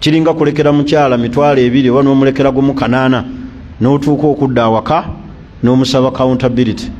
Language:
Ganda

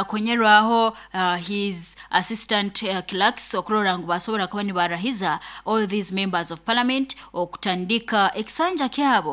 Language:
Nyoro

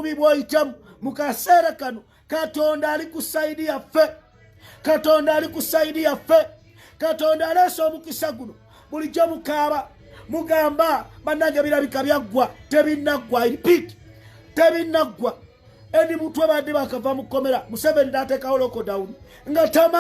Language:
Ganda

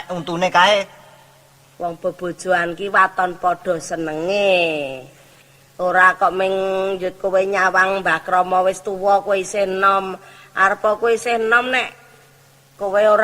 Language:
Javanese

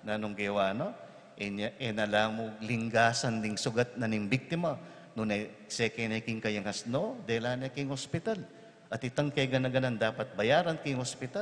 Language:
Pampanga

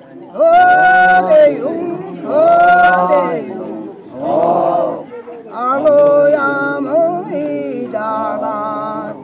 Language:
Chang Naga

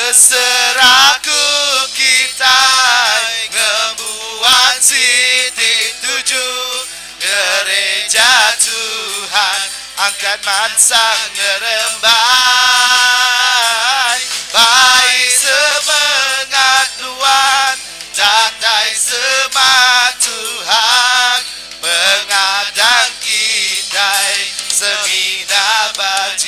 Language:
Iban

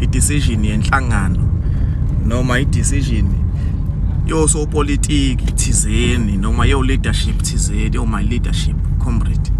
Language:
Zulu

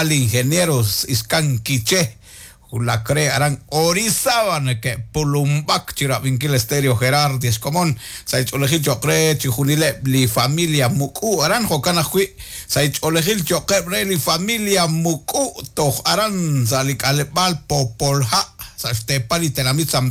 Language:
Kekchí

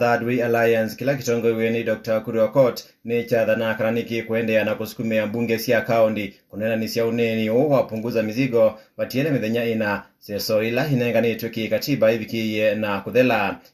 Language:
Kamba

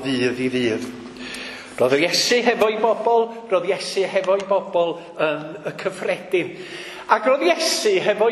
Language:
Welsh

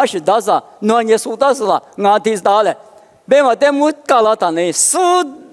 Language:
Lisu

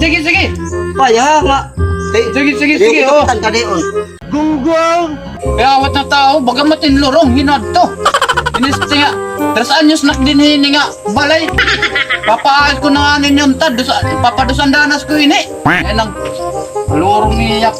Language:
Waray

